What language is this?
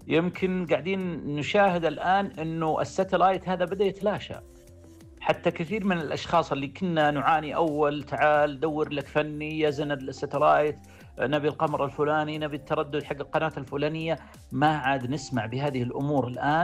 Najdi Arabic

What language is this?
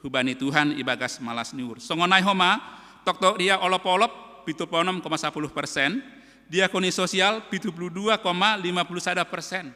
Batak Simalungun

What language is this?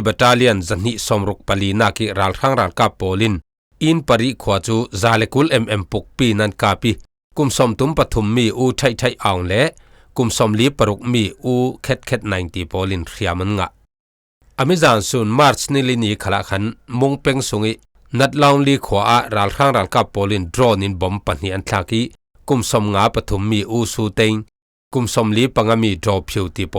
Falam Chin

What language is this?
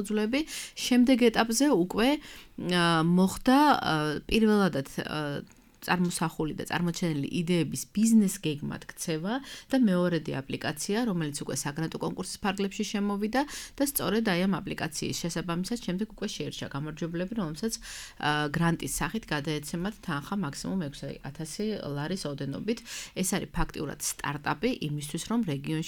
Georgian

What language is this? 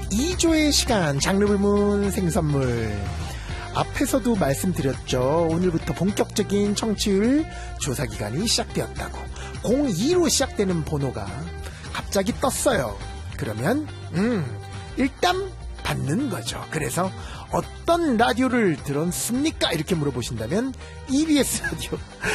Korean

